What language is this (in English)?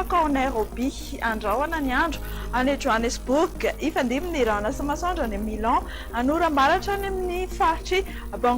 Malagasy